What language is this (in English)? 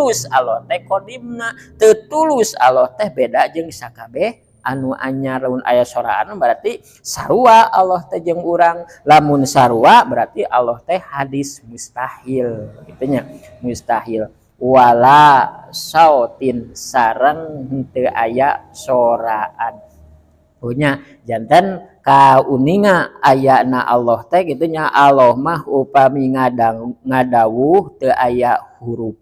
Sundanese